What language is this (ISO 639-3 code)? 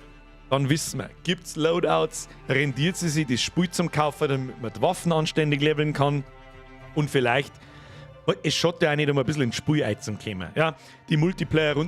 bar